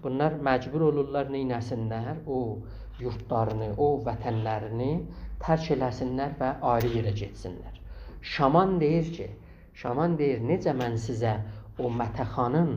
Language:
South Azerbaijani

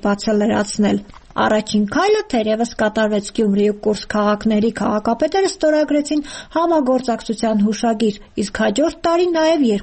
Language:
Armenian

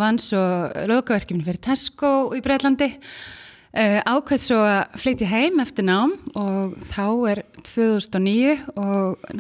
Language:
Icelandic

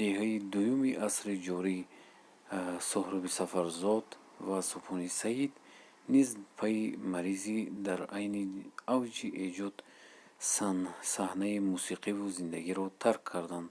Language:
Tajik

